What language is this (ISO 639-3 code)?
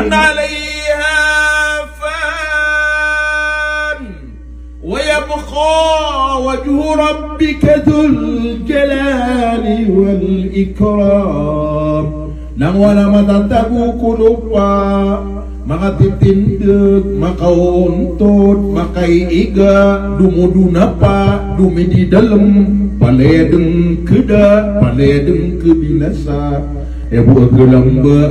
mrw